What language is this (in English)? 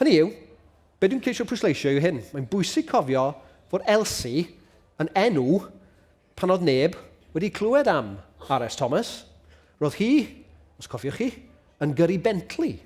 Welsh